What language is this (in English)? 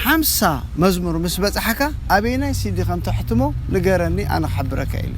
Tigrinya